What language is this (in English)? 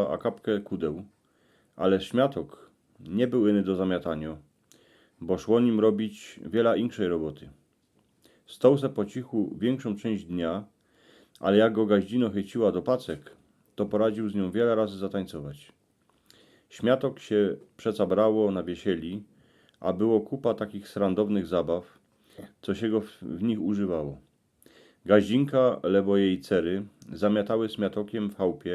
Silesian